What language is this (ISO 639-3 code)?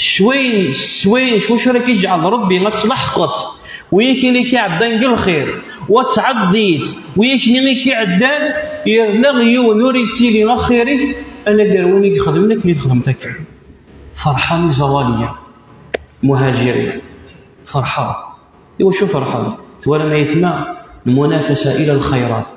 kab